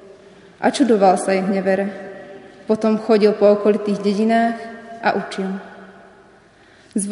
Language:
Slovak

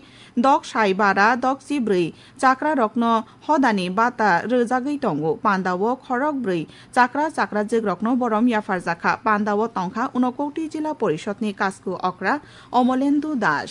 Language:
Kok Borok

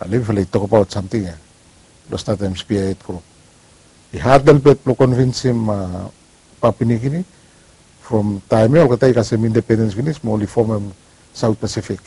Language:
Bislama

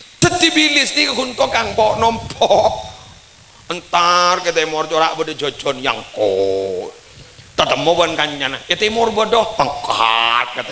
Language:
Madurese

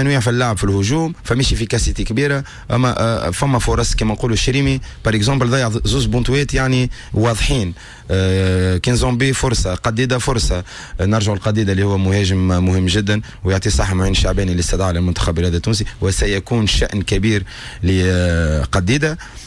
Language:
Tunisian Arabic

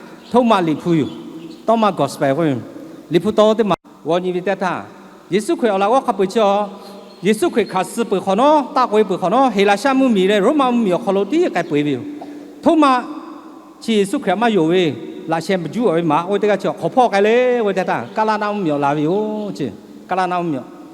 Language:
Lahu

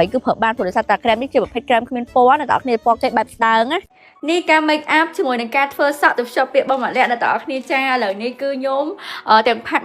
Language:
Khmer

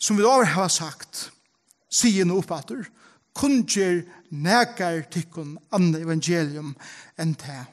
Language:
Faroese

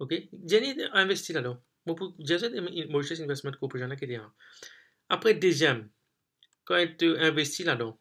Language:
Morisyen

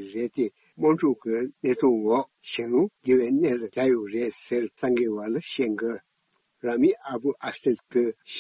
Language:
Tibetan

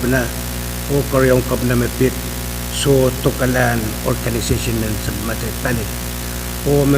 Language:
Pohnpeian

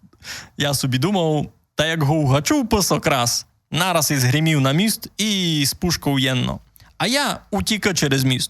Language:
Rusyn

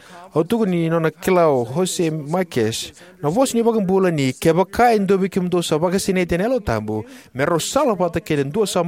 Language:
Fijian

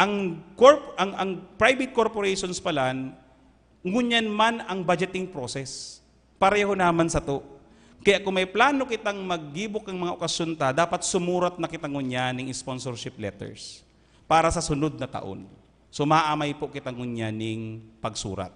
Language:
Bikol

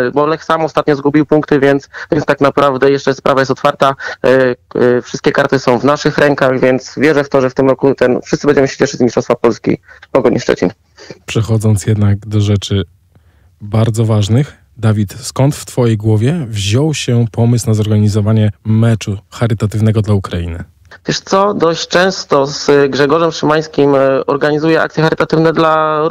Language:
Polish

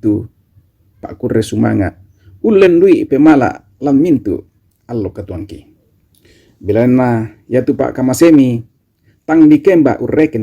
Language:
Toraja-Sa'dan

